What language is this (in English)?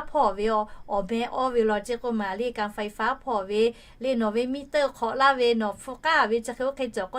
Lahu